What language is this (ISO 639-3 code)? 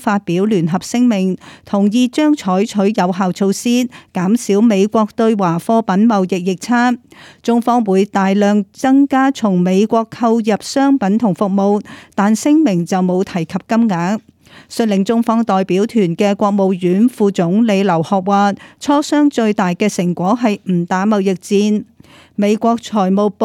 yue